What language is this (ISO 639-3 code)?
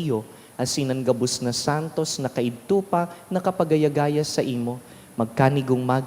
bik